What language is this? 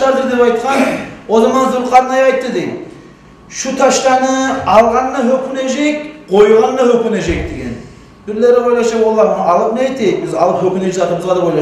Kumyk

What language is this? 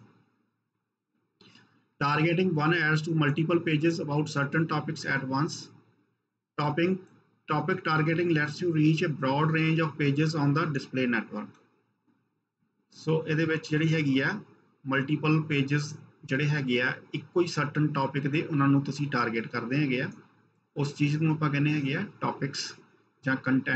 Punjabi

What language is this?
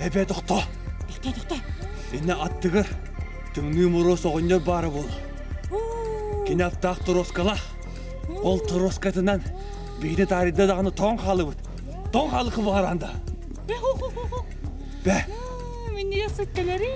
Yakut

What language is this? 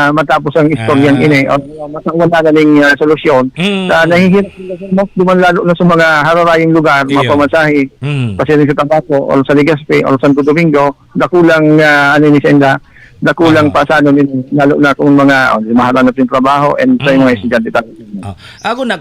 Bikol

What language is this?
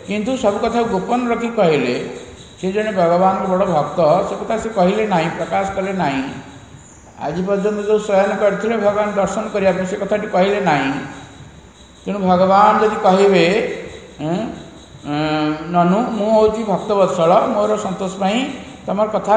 Odia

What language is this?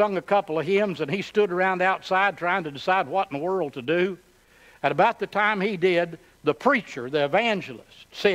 English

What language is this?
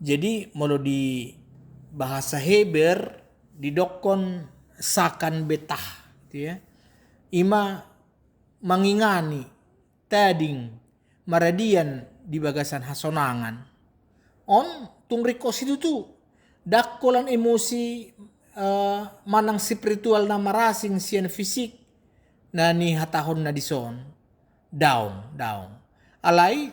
Batak Toba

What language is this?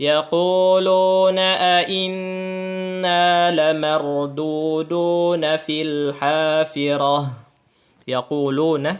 Tausug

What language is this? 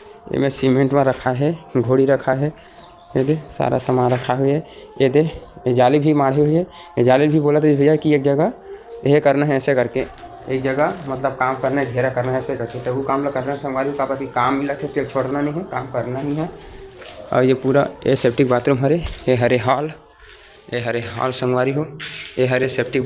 Chhattisgarhi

